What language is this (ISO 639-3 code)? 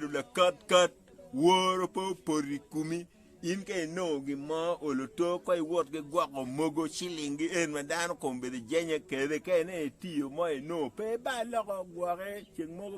ach